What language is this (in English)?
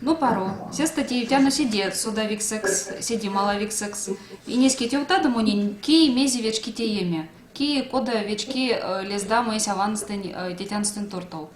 Erzya